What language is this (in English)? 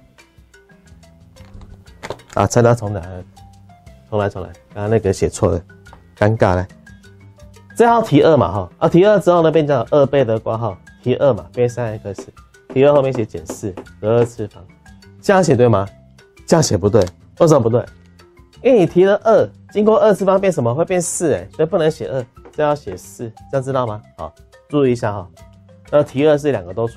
Chinese